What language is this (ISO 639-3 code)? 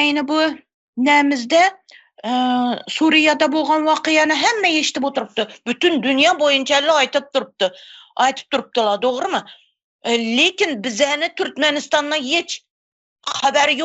tuk